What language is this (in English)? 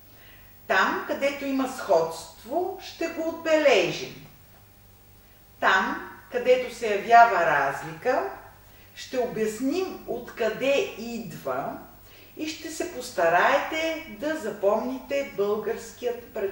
Bulgarian